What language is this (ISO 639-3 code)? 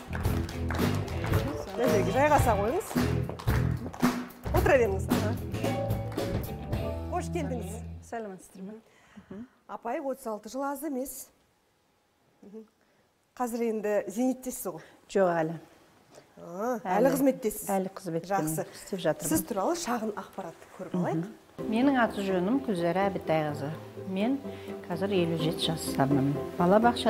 kaz